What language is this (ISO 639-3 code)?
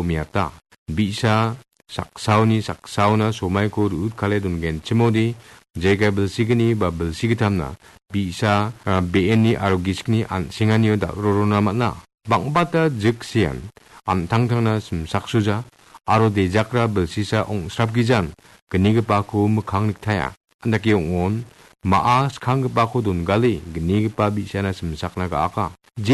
grt